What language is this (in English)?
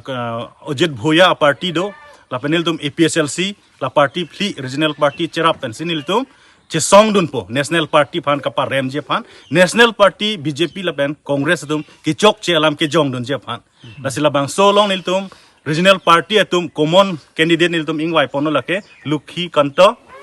Karbi